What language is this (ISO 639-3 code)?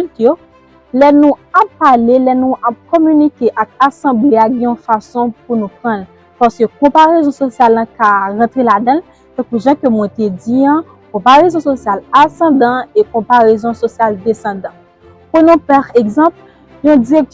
hat